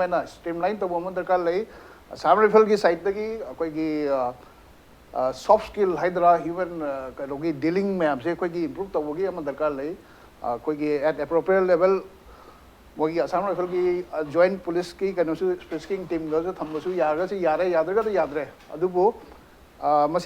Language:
Manipuri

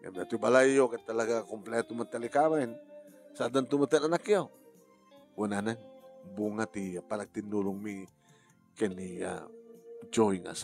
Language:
Iloko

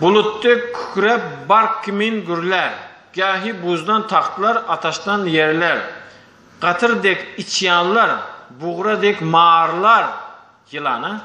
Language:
Turkmen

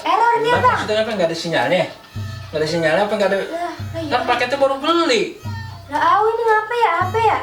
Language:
Betawi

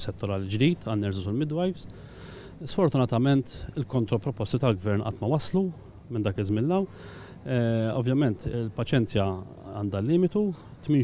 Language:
Maltese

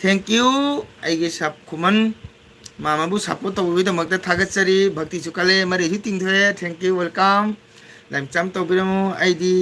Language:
Manipuri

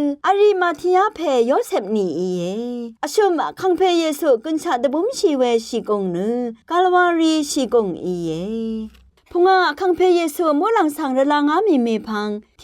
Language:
Rawang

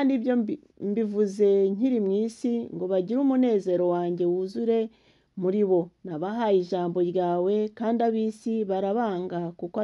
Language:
Kinyarwanda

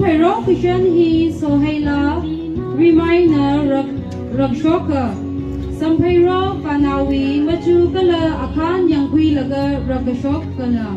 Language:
Tangkhul Naga (India)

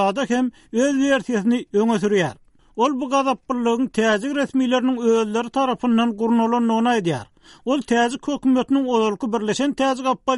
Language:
Turkmen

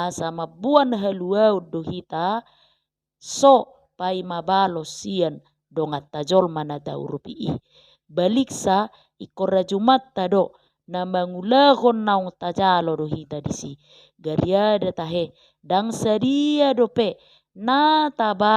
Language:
Batak Toba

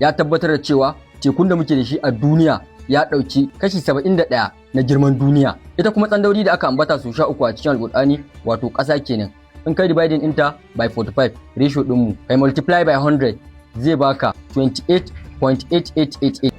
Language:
Hausa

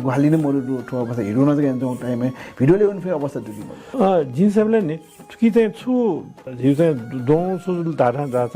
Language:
Newari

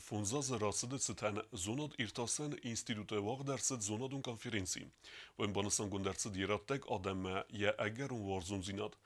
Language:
Ossetic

